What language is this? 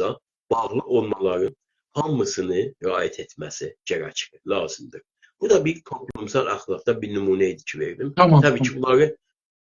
South Azerbaijani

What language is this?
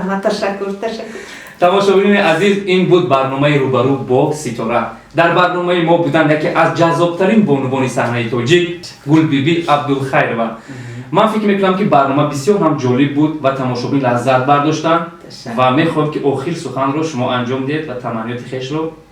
Tajik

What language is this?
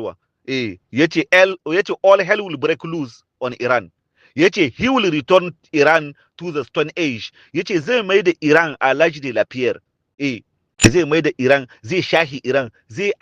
Hausa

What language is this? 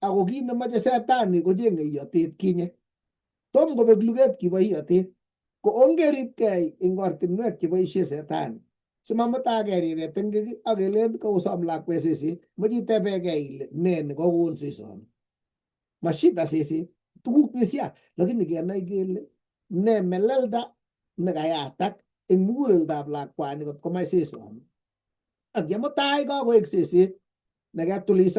Kalenjin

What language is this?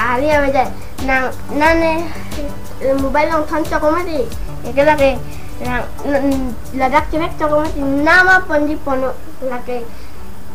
Karbi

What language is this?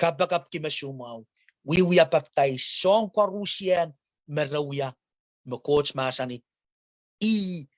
Pohnpeian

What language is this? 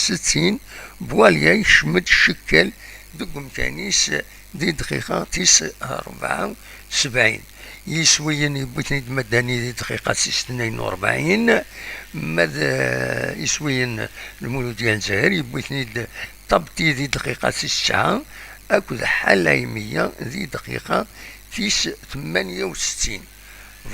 Kabyle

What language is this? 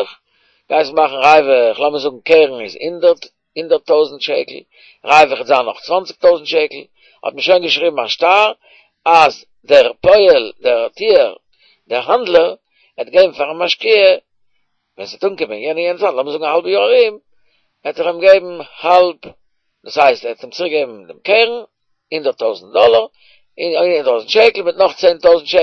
Yiddish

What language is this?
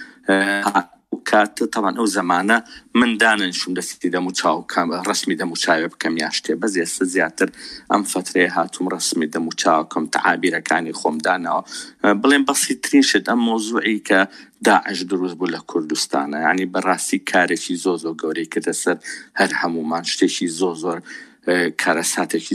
Central Kurdish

